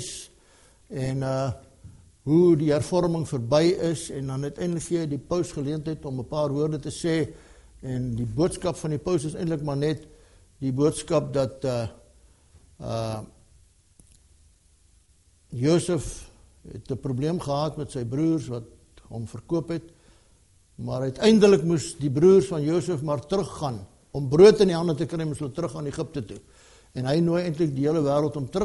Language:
Afrikaans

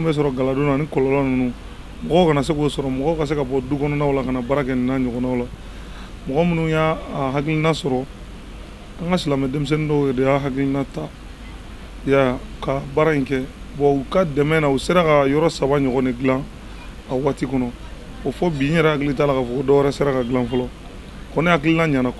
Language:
Bambara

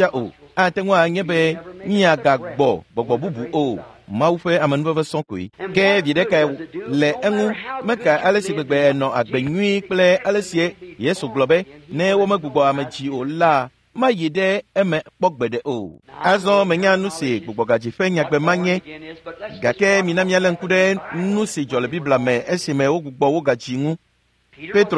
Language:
Ewe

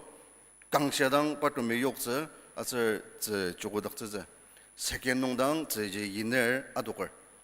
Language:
Ao Naga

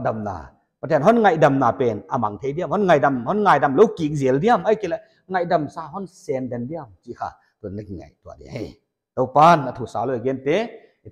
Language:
Paite Chin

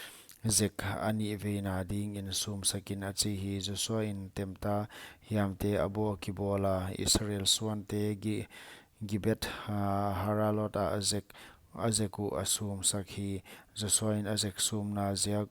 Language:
Paite Chin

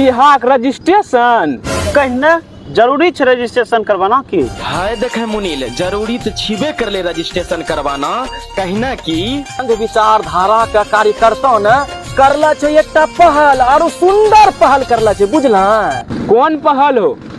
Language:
Angika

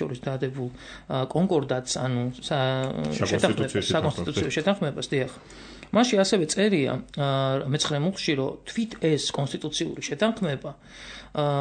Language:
Georgian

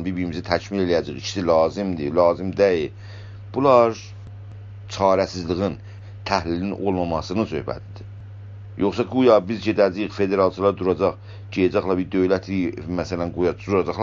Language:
South Azerbaijani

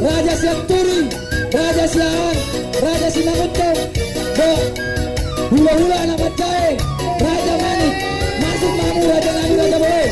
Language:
Batak Toba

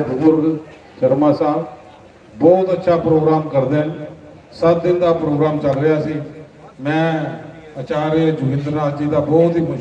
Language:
Dogri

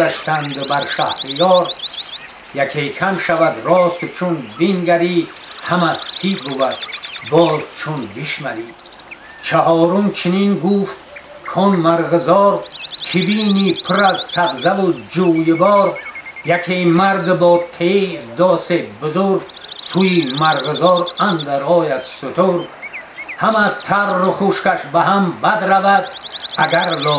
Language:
Tajik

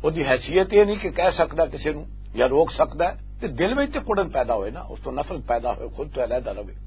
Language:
Western Panjabi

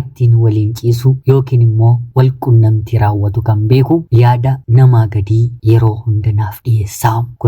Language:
Oromo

